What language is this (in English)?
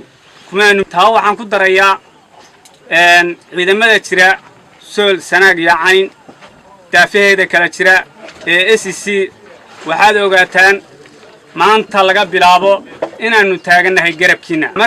Somali